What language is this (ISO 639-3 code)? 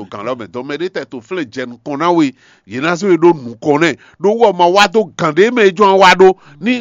fon